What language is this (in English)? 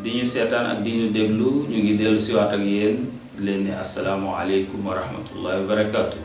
Wolof